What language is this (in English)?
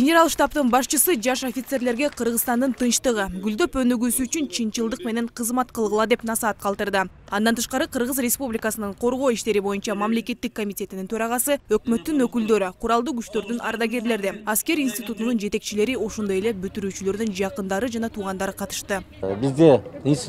Kyrgyz